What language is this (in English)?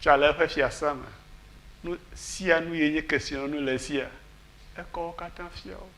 Ewe